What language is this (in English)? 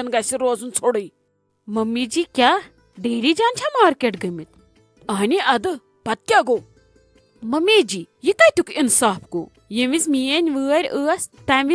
Kashmiri